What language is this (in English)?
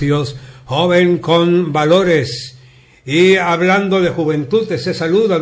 Spanish